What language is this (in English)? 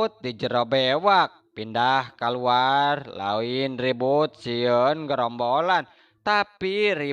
Sundanese